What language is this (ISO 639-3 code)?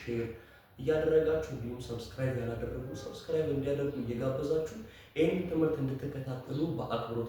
amh